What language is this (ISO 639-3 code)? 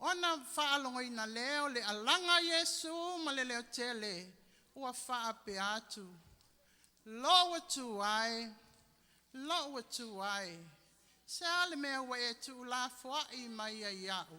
smo